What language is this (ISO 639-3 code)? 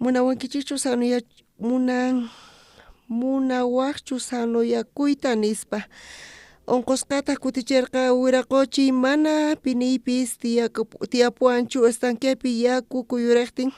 quh